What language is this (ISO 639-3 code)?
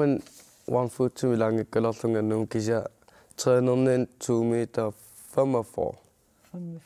kal